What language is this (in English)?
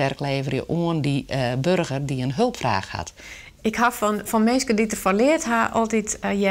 Western Frisian